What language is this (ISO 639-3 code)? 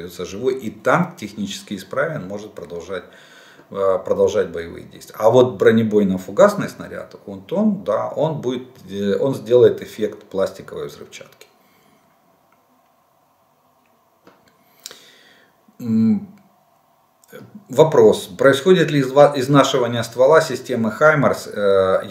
rus